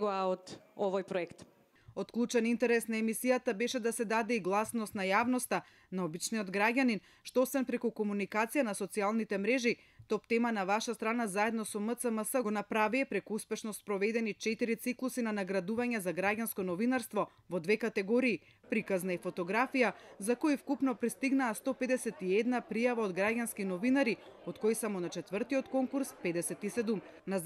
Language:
Macedonian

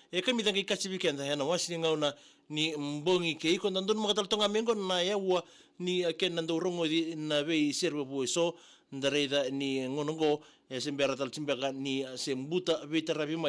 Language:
Fijian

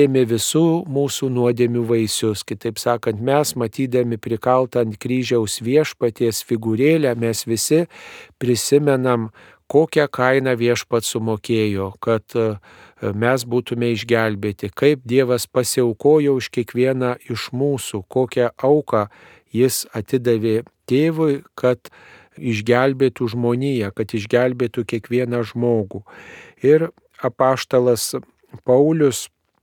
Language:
Lithuanian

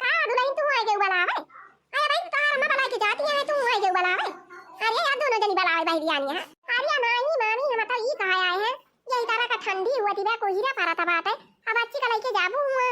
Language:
Awadhi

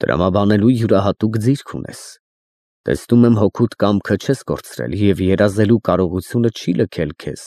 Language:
Armenian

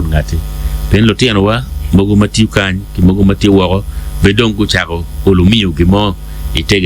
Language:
Acoli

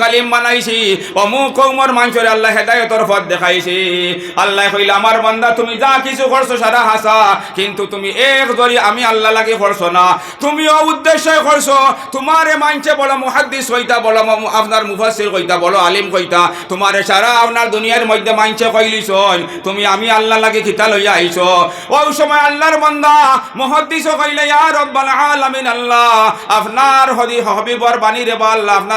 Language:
Sylheti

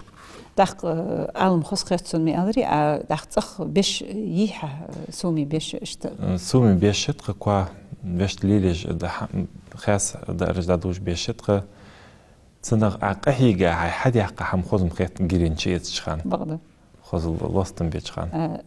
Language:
Ingush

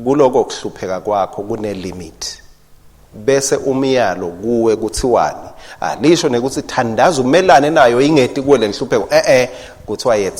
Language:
Swati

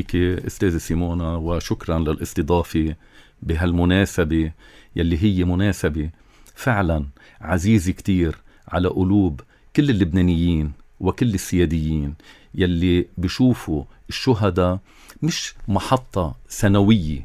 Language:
North Levantine Arabic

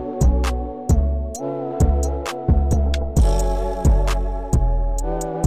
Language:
Polish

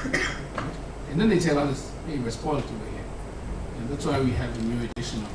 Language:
Tswana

